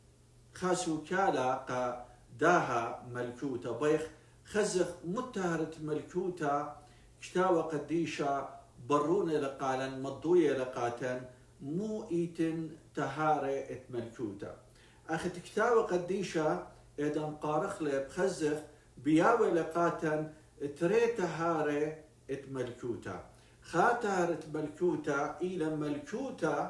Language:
Assyrian Neo-Aramaic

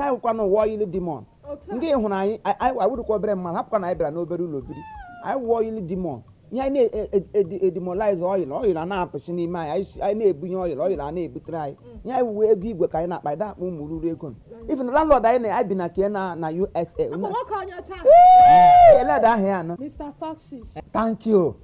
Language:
Igbo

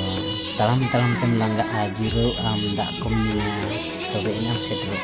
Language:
Santali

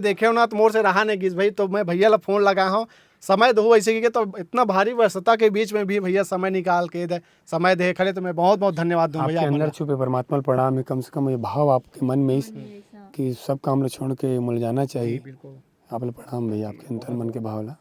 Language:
Chhattisgarhi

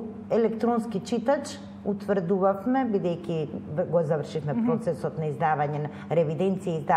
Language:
Macedonian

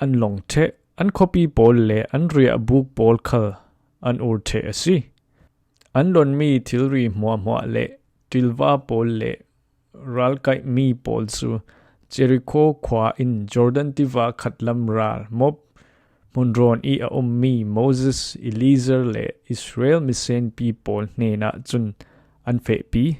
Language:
Falam Chin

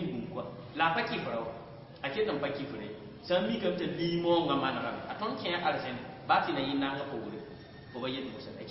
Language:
Mossi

